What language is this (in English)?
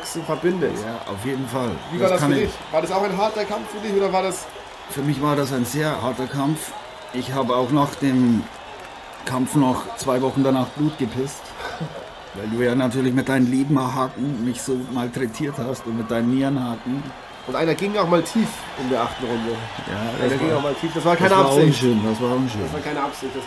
German